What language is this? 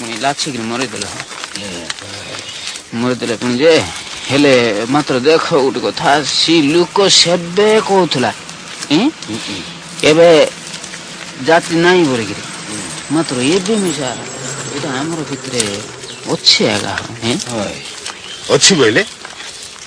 Odia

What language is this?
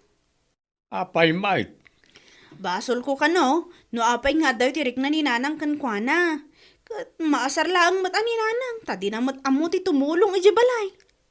Iloko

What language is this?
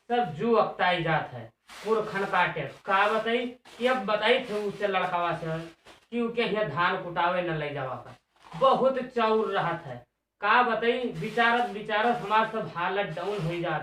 Awadhi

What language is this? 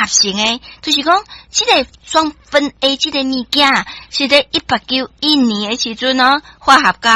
Min Nan Chinese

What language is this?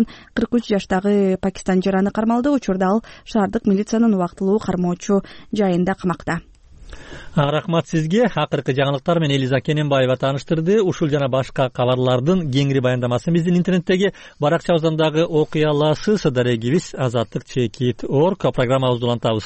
Kyrgyz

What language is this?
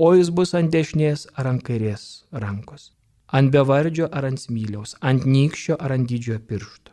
Lithuanian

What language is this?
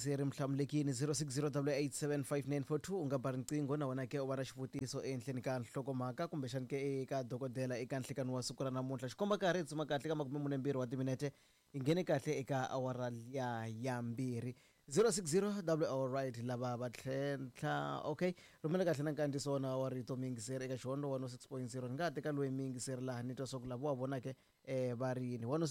Tsonga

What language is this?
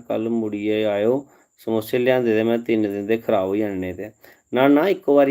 Dogri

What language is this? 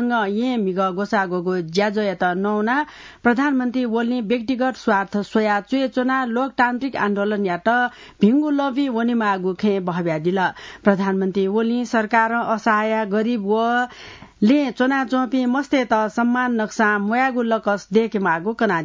Newari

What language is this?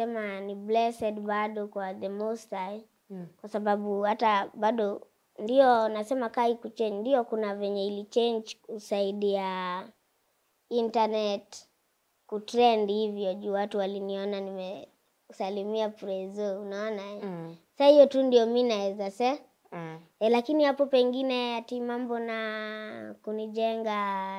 Swahili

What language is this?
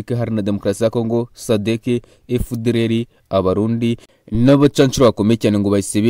Kinyarwanda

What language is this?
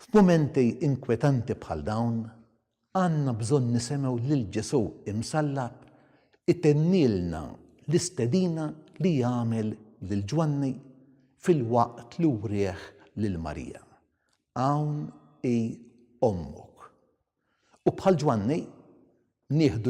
Maltese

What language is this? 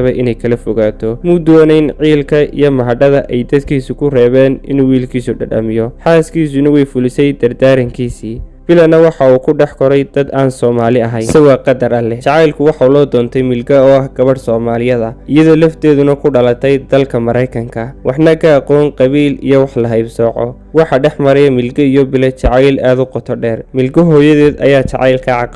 Somali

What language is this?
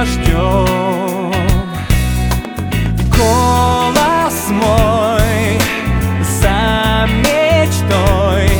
Russian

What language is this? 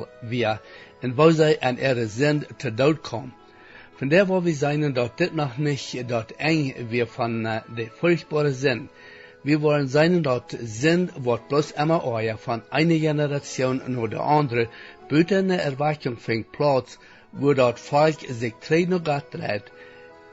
Plautdietsch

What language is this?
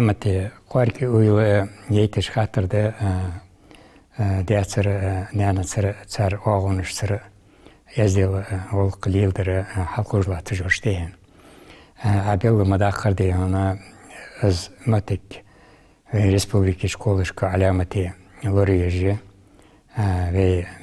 Ingush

